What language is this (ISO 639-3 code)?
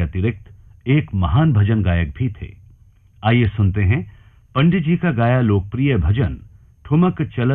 hin